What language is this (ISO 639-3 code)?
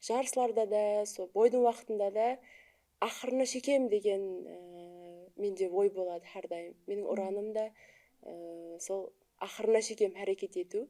kaa